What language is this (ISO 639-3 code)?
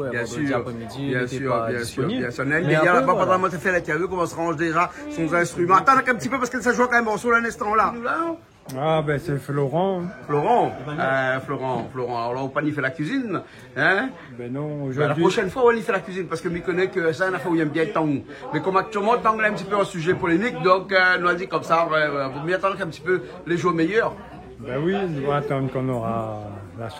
rcf